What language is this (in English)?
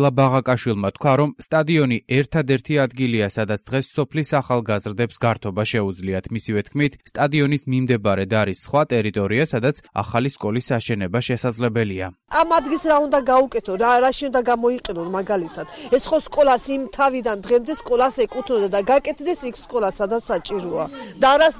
Georgian